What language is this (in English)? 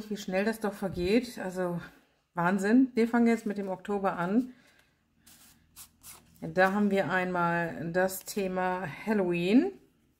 German